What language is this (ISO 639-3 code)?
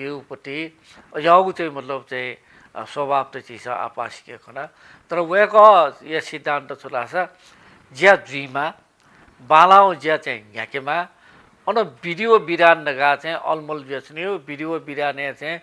new